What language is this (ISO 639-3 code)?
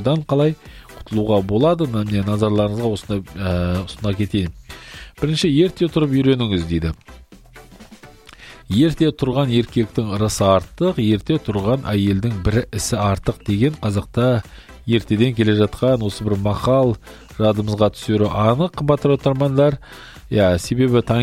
kaz